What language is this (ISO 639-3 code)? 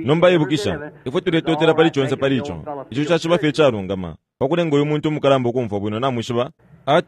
bem